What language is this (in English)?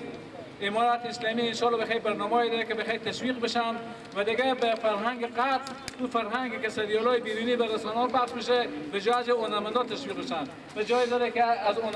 Persian